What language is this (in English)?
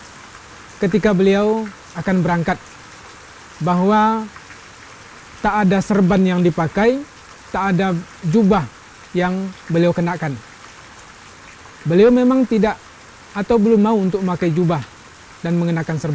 Indonesian